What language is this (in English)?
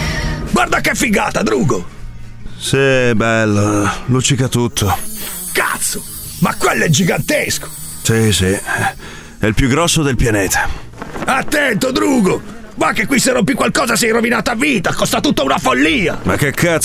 Italian